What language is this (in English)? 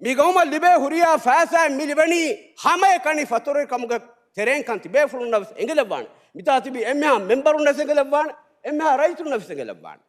Divehi